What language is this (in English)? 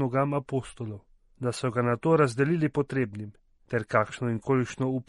Slovenian